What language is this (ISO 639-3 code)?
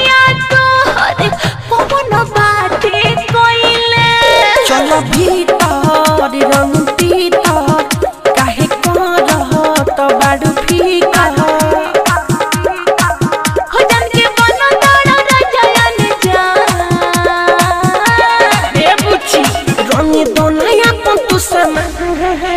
bho